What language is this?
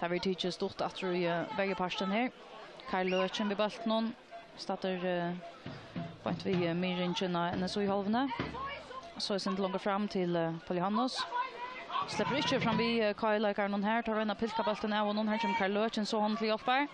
Faroese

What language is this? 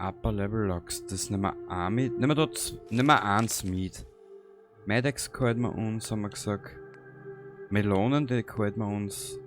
Bavarian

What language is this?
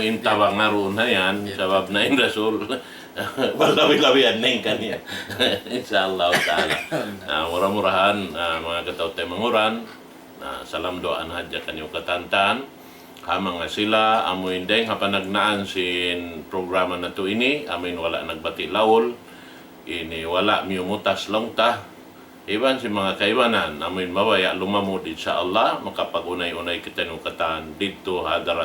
Tausug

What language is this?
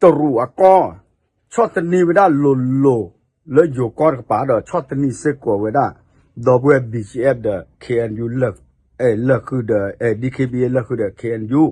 S'gaw Karen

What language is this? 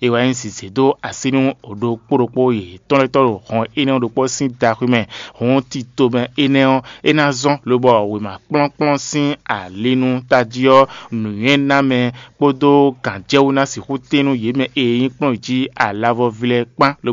Fon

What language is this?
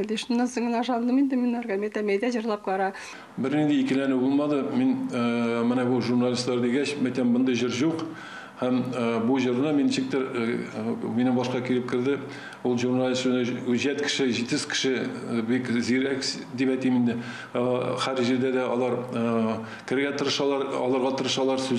Tatar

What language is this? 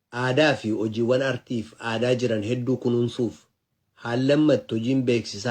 Oromo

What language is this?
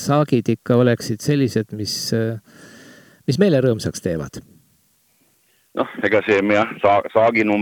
Estonian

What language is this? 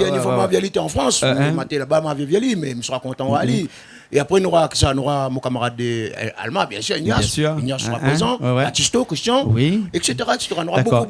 Réunion Creole French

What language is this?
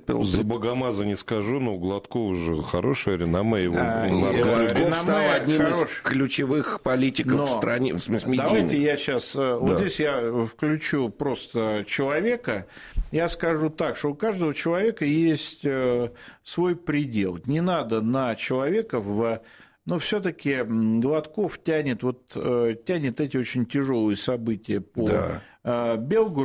Russian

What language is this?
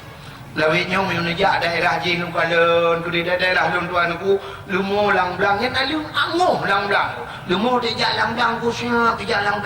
Achinese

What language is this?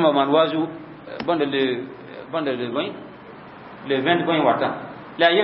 Mossi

